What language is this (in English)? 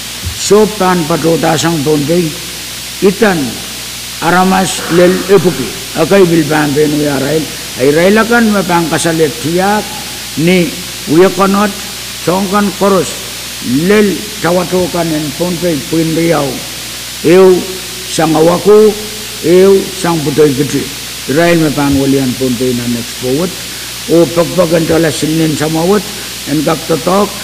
Pohnpeian